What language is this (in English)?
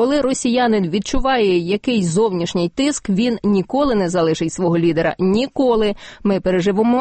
Ukrainian